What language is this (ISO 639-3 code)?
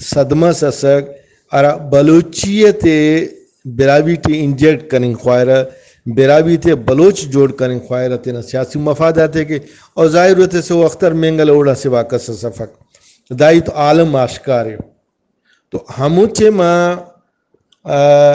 brh